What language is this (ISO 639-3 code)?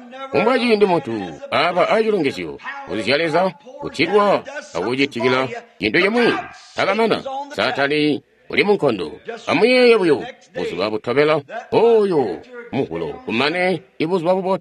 toi